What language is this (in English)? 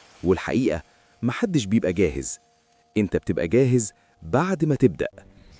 Egyptian Arabic